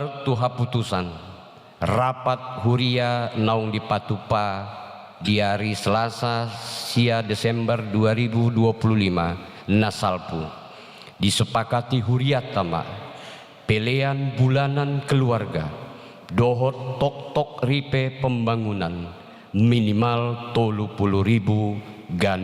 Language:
Batak Toba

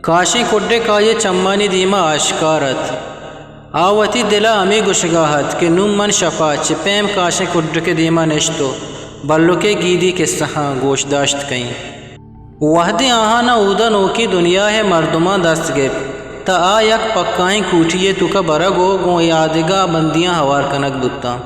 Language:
Eastern Balochi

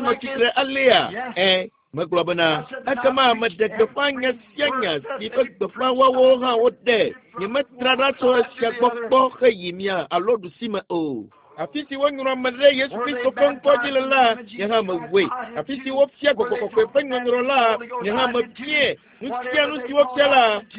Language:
Ewe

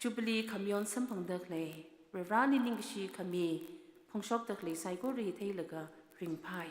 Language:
Tangkhul Naga (India)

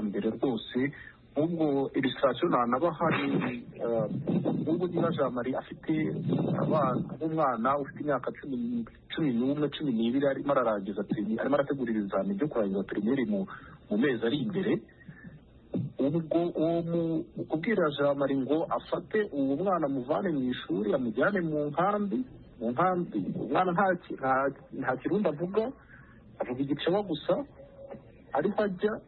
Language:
Kinyarwanda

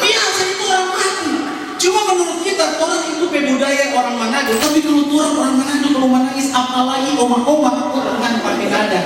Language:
Manado Malay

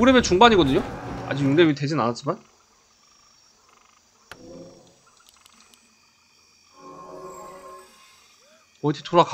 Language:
Korean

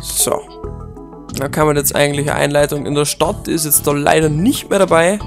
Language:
Bavarian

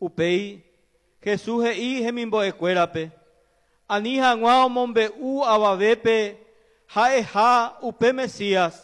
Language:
Guarani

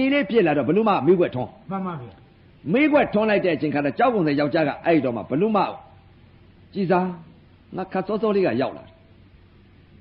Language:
Burmese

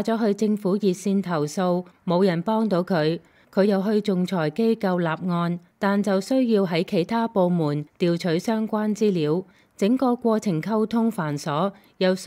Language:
Cantonese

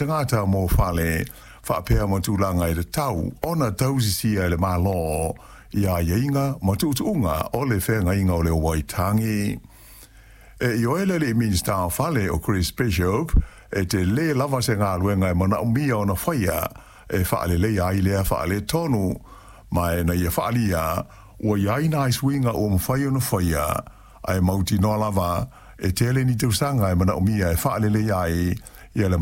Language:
Samoan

